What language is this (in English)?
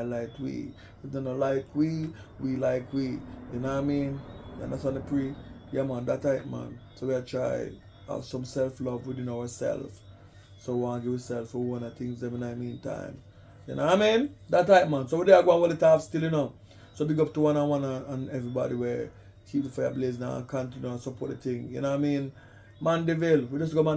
Jamaican Creole English